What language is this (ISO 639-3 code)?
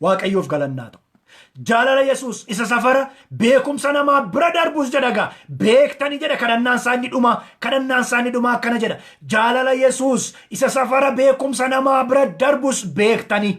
orm